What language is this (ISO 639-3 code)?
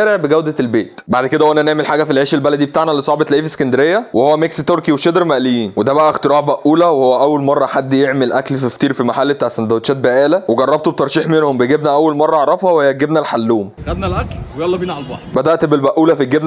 arz